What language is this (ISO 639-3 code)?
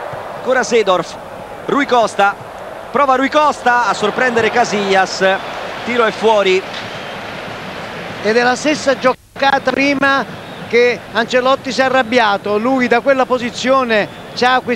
ita